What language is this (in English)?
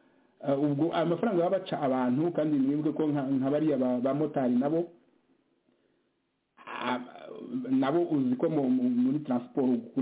Kinyarwanda